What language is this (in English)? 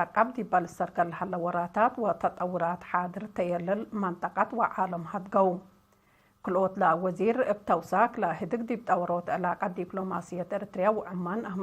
Tigre